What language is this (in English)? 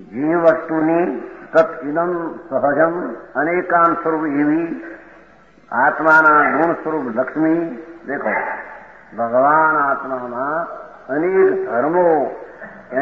Gujarati